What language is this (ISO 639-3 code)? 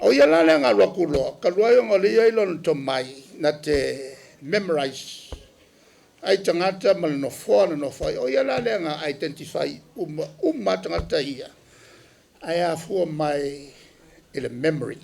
smo